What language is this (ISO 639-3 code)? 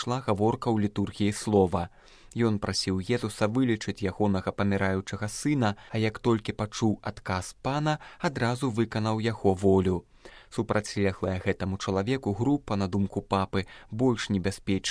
bel